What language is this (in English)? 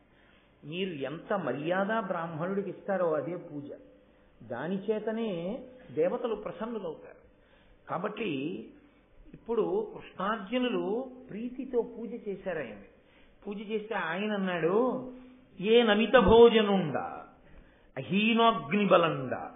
Telugu